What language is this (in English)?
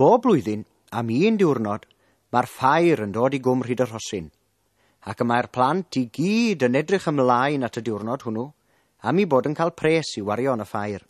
Welsh